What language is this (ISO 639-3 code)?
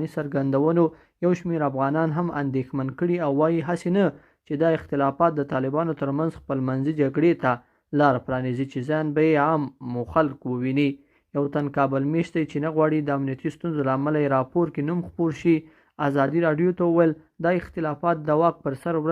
pus